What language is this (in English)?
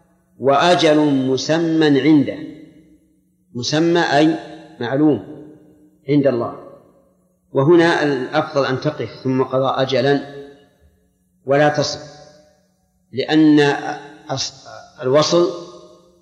Arabic